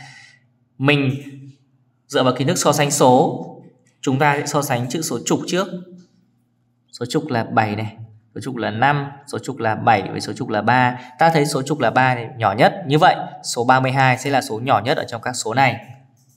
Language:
Vietnamese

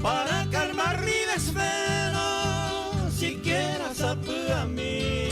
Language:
Guarani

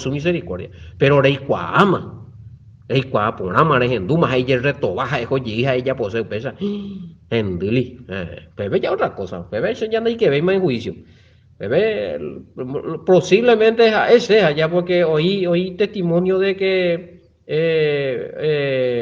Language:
Guarani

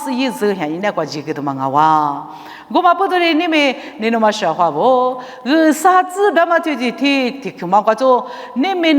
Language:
Lisu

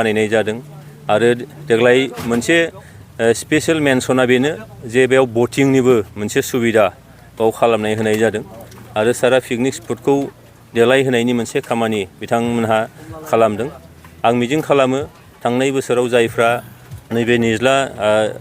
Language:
Bodo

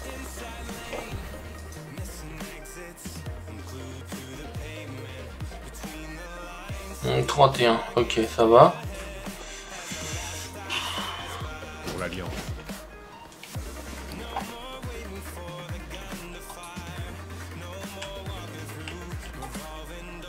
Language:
French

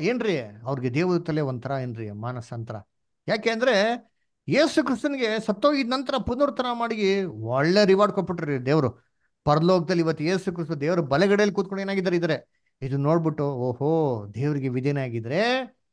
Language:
Kannada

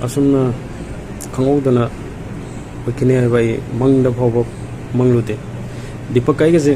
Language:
Manipuri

